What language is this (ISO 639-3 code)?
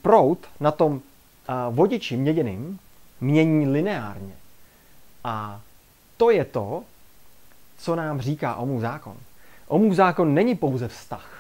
ces